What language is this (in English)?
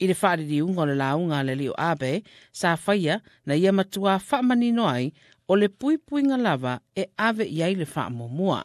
Samoan